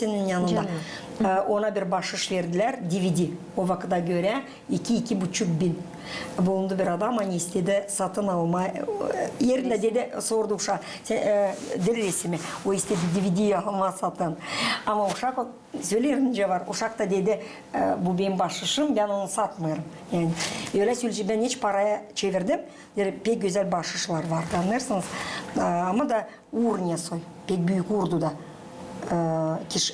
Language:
Gagauz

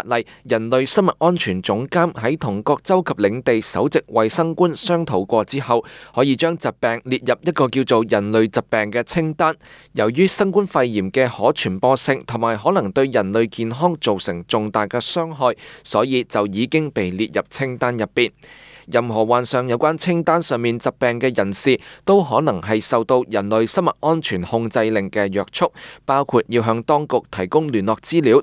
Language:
Cantonese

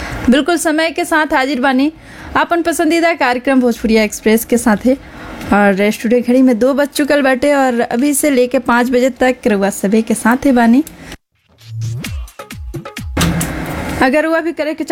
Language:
Bhojpuri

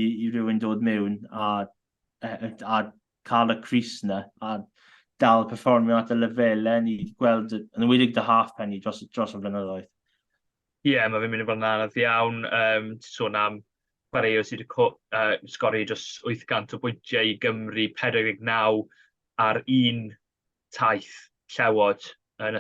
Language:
Welsh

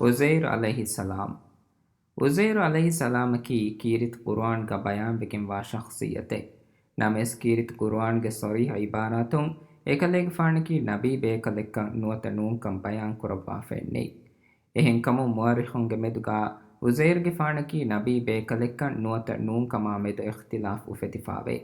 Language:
Divehi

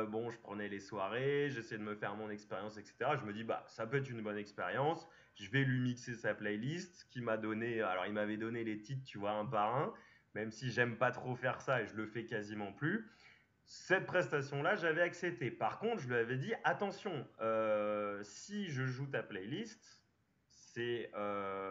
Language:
French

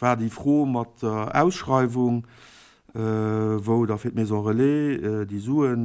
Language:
Luxembourgish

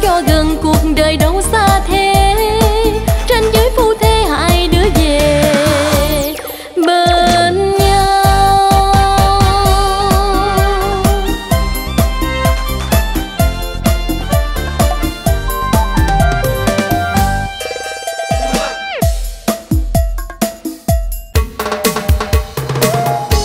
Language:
Vietnamese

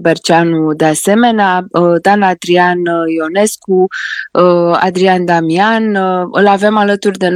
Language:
Romanian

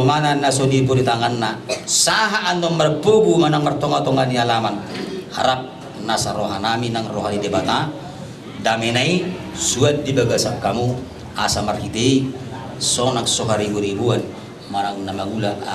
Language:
Batak Toba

